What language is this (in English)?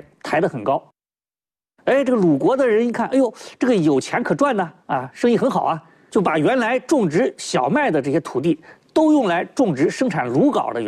Chinese